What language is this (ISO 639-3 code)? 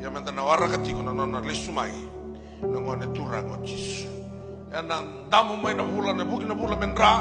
fij